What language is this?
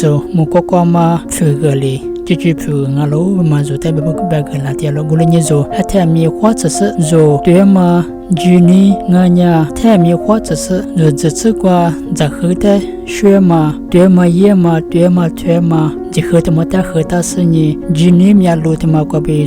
Lisu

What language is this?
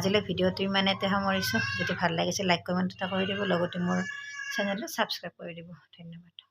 Assamese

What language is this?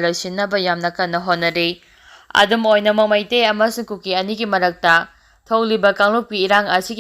Manipuri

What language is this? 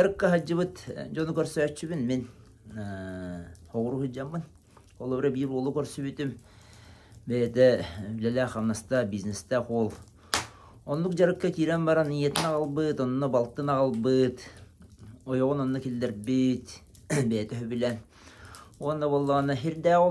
Yakut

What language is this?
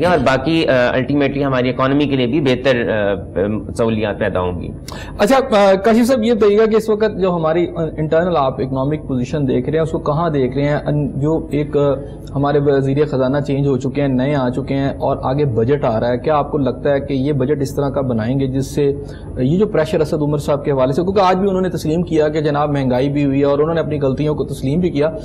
Urdu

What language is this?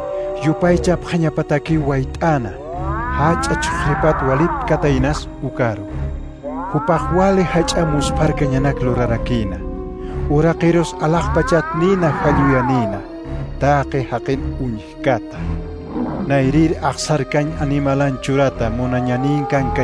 Aymara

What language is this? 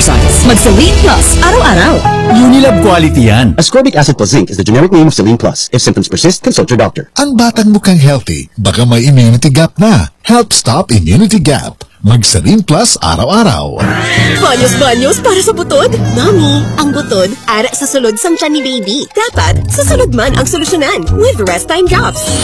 Filipino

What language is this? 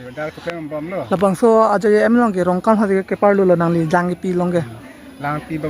Karbi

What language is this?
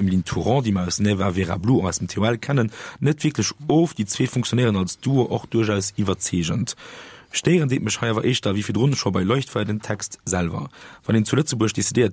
Luxembourgish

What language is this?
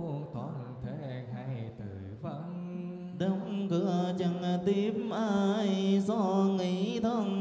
Vietnamese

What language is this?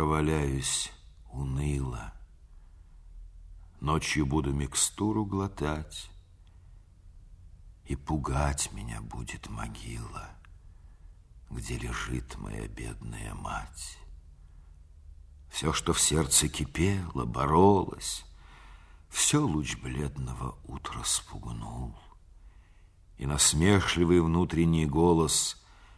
Russian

